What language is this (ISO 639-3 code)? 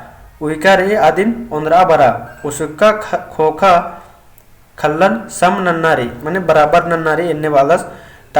kru